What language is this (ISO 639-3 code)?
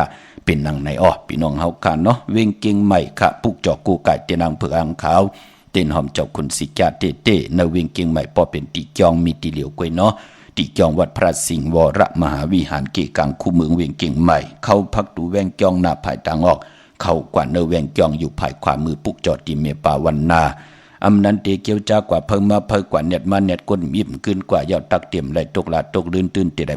shn